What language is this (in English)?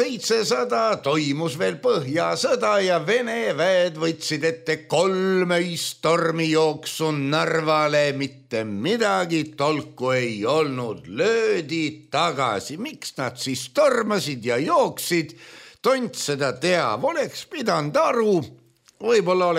Estonian